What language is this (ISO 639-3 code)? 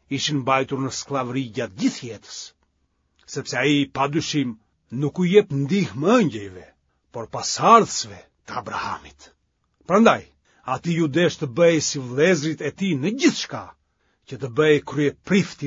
sqi